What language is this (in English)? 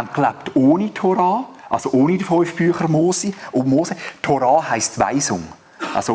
Swiss German